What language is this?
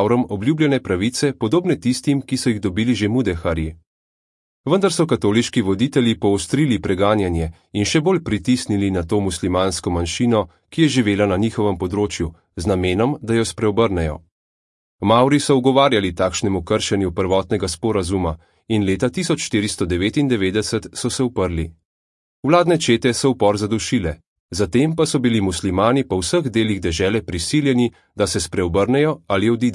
Slovenian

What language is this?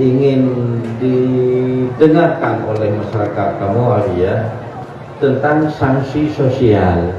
Achinese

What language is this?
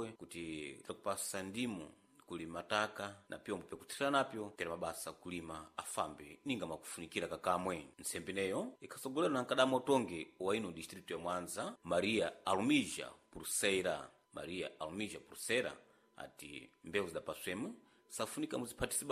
Sena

